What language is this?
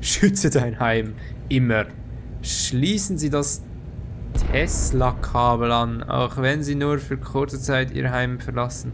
Swiss German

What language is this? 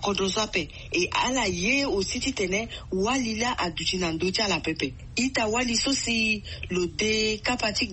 Sango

